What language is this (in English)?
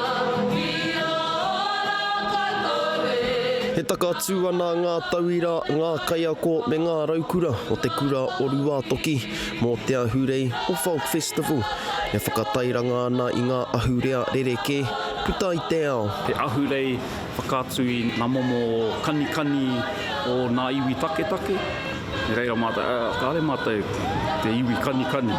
Māori